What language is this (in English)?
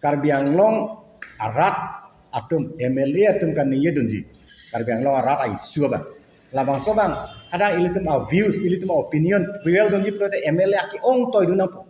Karbi